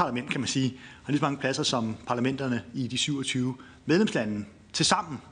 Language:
Danish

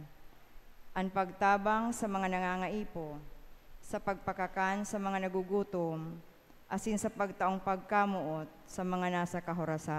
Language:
Bikol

